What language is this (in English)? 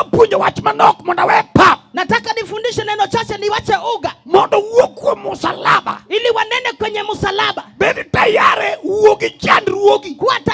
Luo (Kenya and Tanzania)